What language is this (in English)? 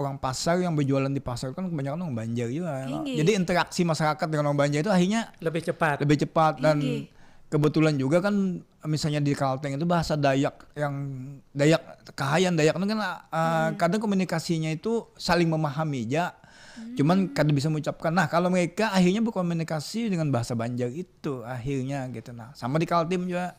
Banjar